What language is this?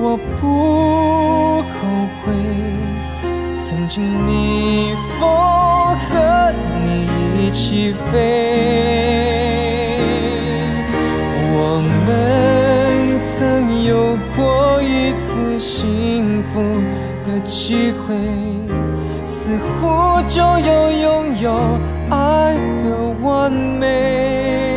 Chinese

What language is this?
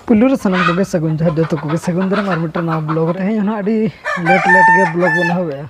Santali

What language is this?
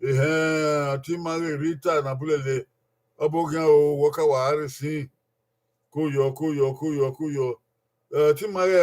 Bini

